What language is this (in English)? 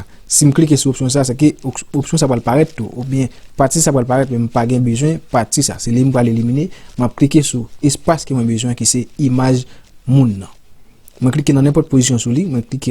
Haitian Creole